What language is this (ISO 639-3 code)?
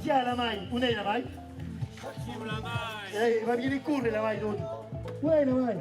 oci